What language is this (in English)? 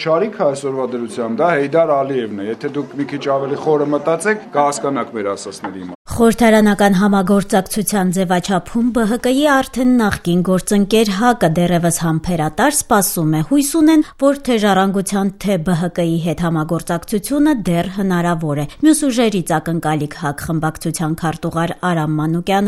Armenian